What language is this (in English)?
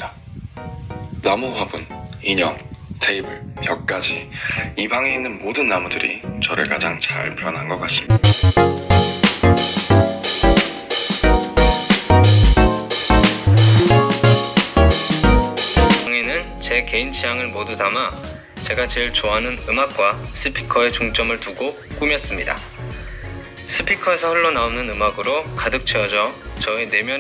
Korean